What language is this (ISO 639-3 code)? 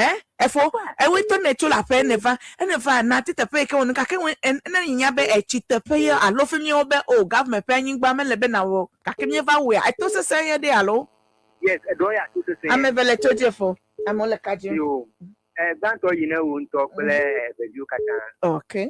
ewe